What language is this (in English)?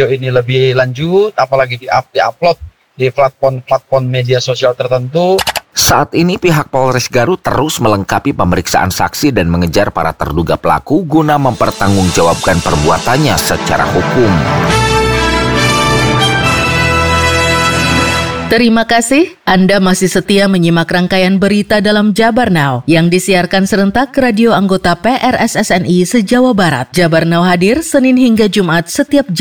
Indonesian